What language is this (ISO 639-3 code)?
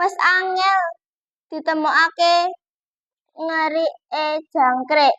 jav